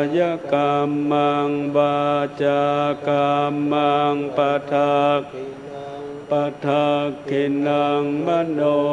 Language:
Pali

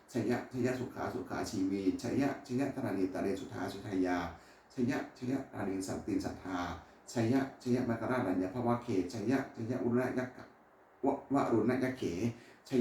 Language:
Pali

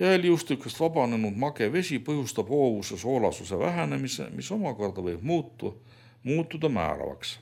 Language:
Estonian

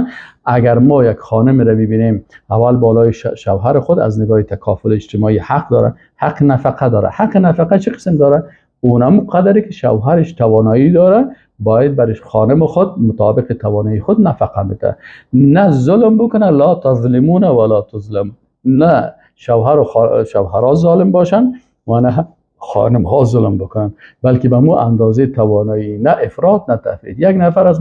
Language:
Persian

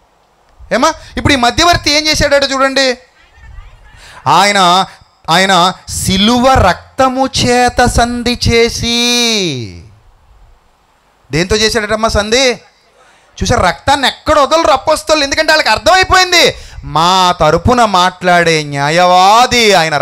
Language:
Telugu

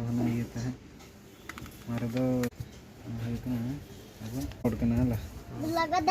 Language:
Santali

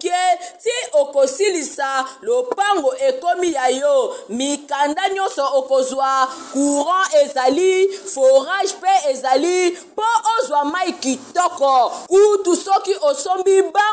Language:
Lingala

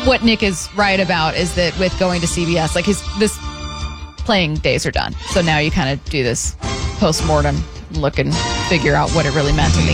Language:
English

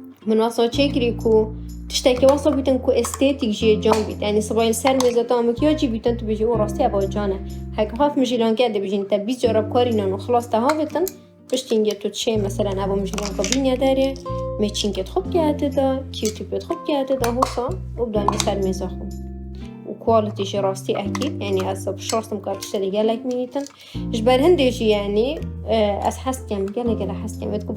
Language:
Kurdish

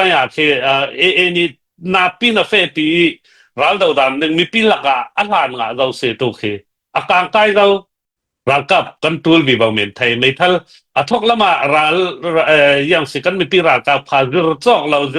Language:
Hakha Chin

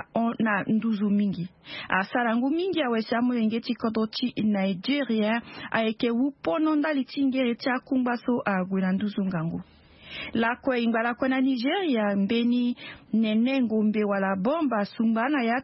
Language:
Sango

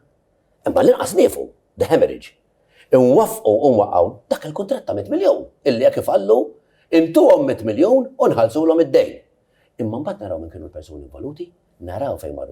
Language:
Maltese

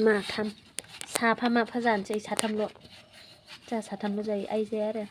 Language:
Bodo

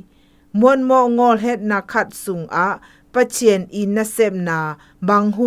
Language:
Zou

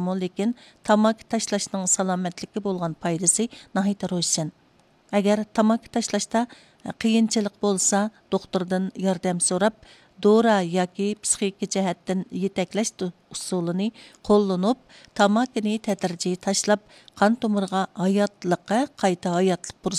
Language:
Uyghur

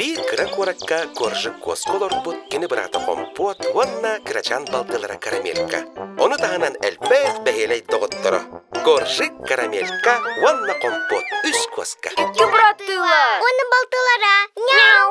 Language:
Yakut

